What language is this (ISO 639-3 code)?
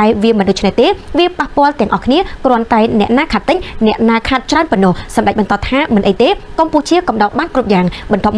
khm